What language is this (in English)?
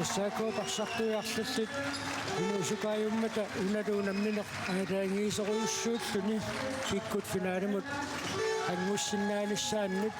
Kalaallisut